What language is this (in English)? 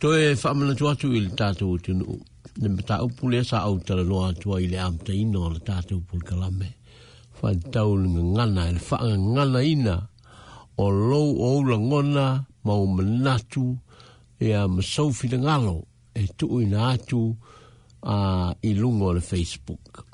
Samoan